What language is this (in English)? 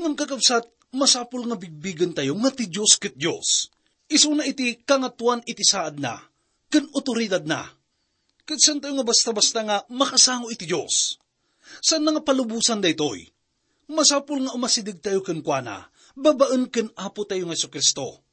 Iloko